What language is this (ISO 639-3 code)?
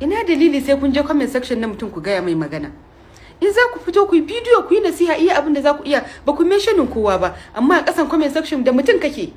hau